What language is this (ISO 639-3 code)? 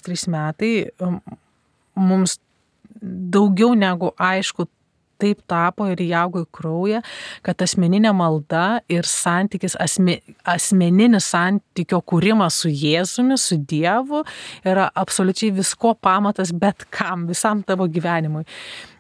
lit